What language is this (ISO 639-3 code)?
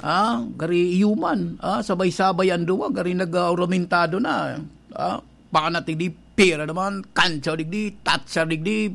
bik